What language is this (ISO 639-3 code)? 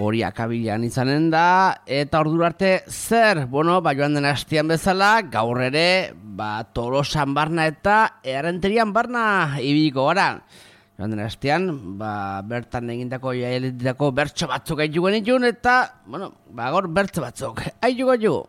eus